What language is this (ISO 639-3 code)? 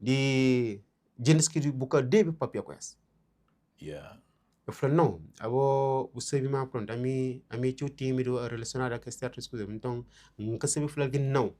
kea